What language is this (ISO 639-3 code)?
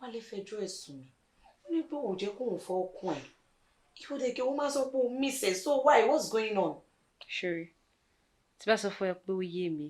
yor